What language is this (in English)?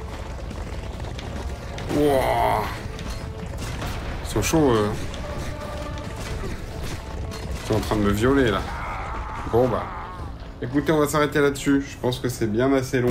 French